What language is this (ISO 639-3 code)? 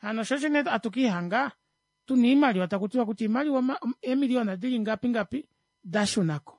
kua